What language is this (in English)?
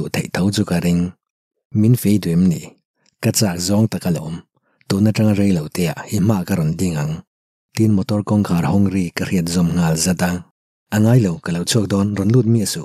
Mizo